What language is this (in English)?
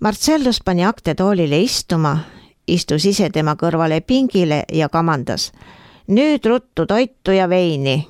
Estonian